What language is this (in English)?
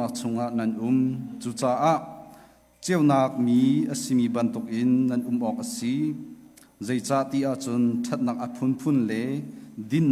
Hakha Chin